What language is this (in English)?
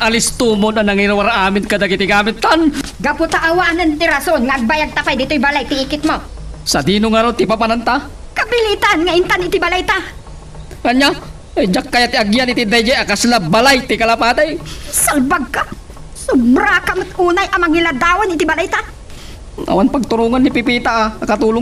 Iloko